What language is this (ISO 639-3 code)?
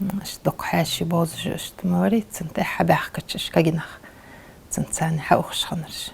inh